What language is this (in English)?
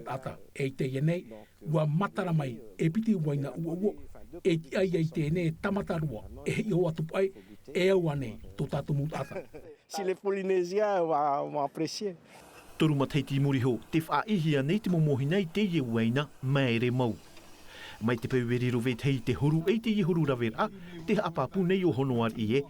Tahitian